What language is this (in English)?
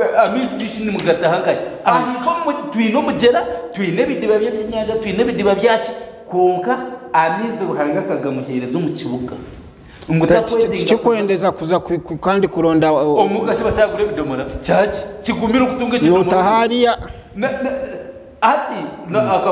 Nyankole